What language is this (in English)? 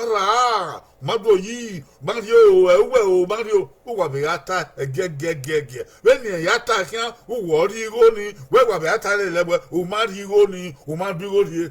Bini